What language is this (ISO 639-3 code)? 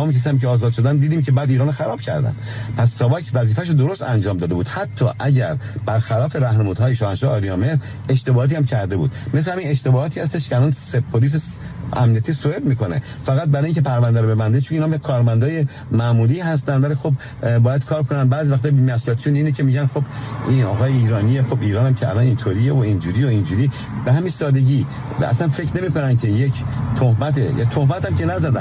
fas